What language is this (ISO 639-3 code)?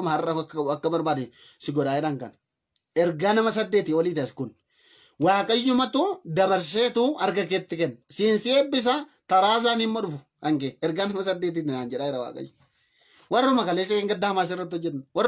orm